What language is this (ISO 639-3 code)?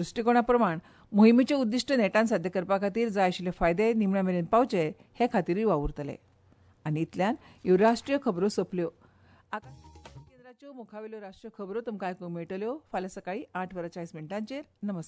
kok